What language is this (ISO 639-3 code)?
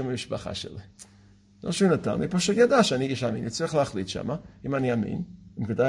heb